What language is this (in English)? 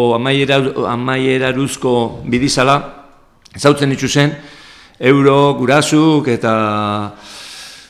Basque